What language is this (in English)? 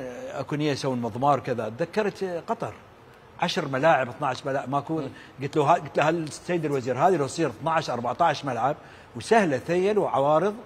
Mesopotamian Arabic